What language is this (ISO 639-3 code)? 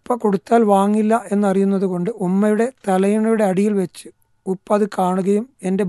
mal